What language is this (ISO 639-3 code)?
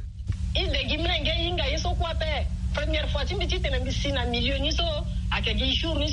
sag